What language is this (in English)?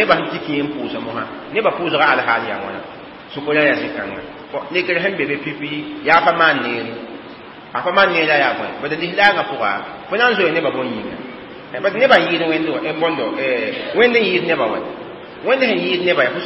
Mossi